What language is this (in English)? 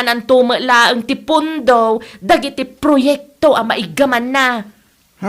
Iloko